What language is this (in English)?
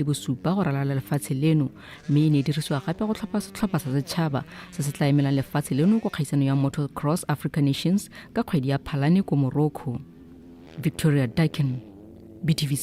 Tswana